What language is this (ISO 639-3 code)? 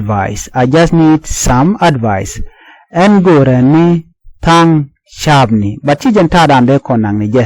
nus